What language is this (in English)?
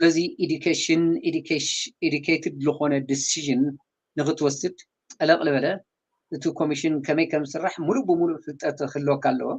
Tigrinya